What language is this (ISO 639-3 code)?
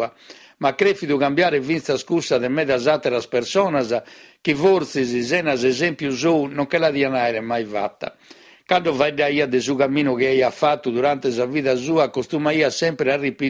srd